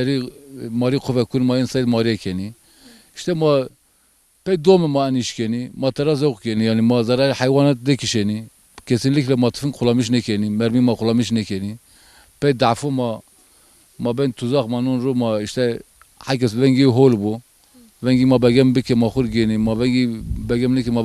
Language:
Zaza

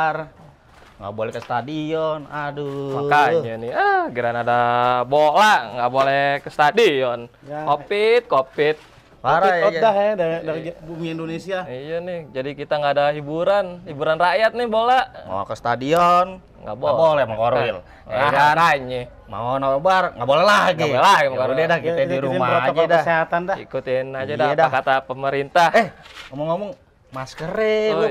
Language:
Betawi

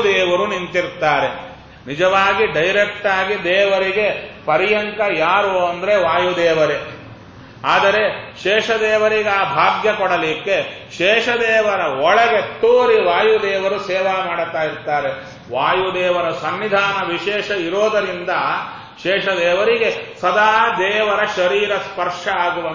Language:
Kannada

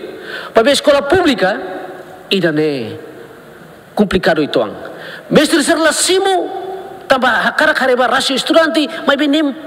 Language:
Tetum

